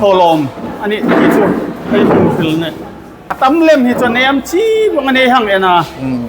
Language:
Hmar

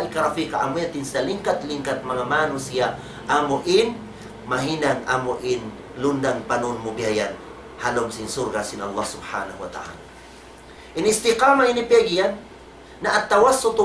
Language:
Tausug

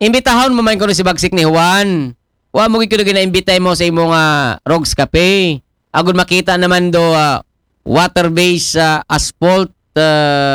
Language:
Aklanon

